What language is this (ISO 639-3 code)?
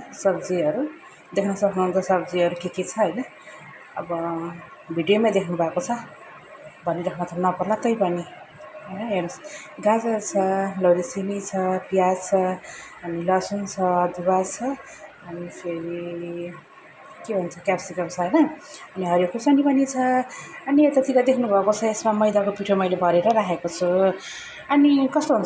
nep